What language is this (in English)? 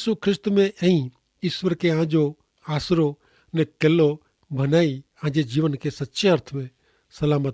Kachhi